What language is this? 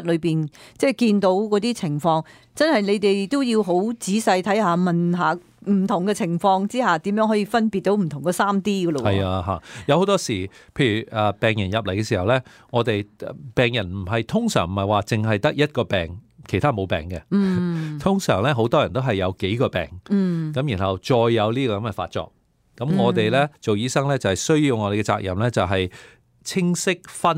Cantonese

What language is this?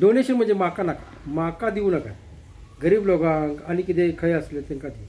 Konkani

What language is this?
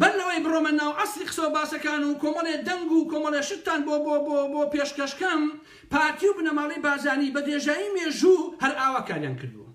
Central Kurdish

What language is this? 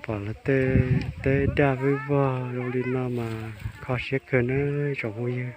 Hmong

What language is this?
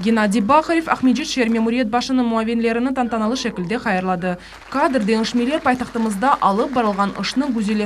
Crimean Tatar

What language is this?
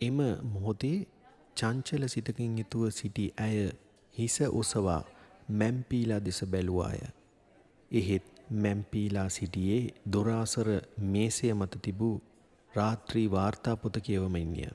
Sinhala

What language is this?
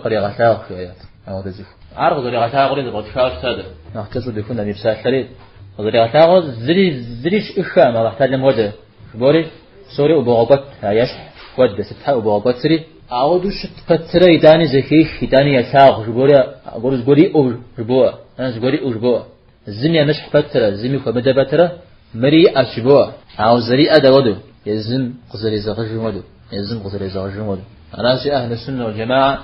Kabardian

